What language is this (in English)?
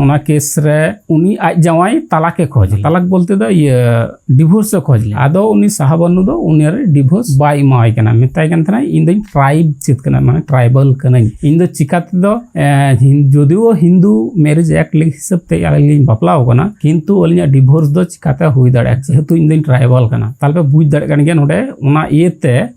Santali